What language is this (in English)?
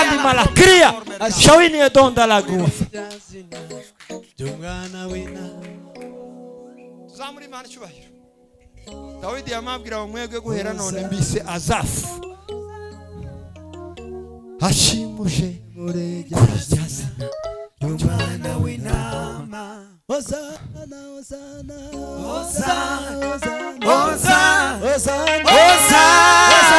Kinyarwanda